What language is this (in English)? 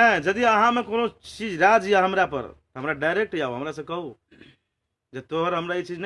Maithili